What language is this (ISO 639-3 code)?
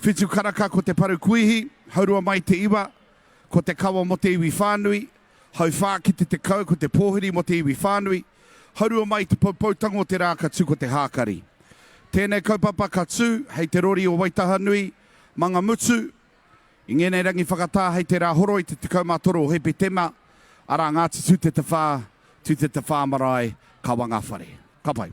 mri